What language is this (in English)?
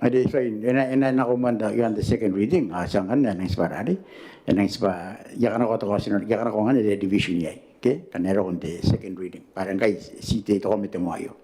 Gilbertese